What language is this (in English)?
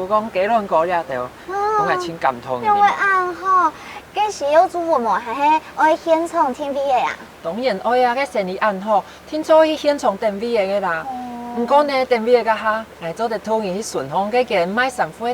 Hakka Chinese